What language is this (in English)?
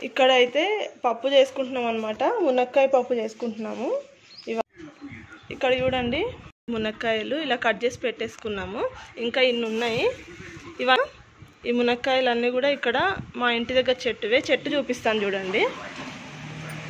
Telugu